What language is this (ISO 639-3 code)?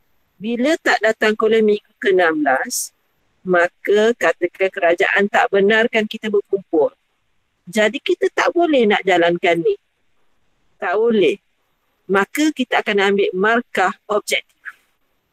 msa